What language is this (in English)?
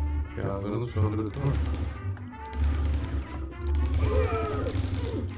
Turkish